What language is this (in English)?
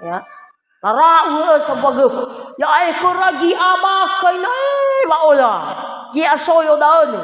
Nias